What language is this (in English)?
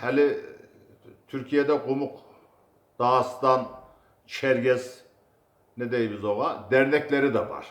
Kumyk